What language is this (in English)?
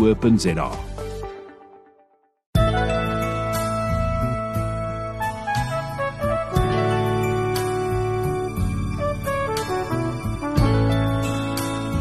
Afrikaans